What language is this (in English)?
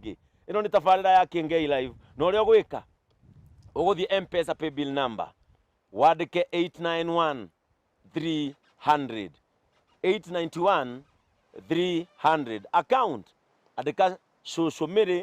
Kikuyu